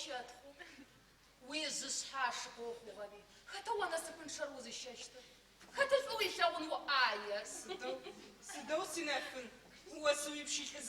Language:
Adyghe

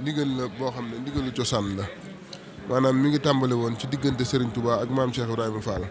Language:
Wolof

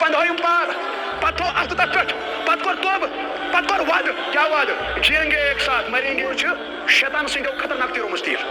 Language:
Kashmiri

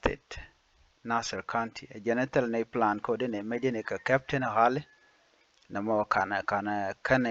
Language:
Nuer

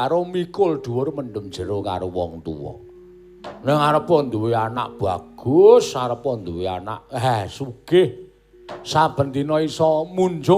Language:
Javanese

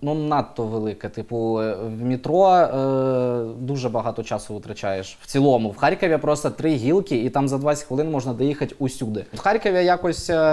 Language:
Ukrainian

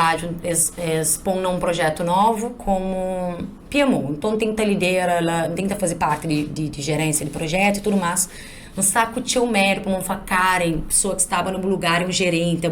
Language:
Kabuverdianu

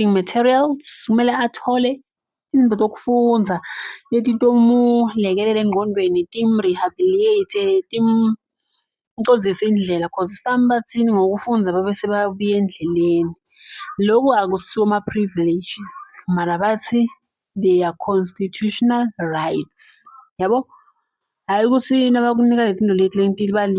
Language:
Zulu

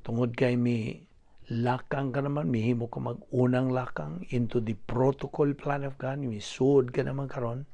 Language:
Cebuano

